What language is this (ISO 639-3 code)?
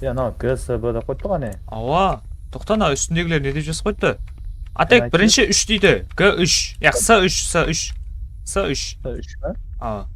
kaa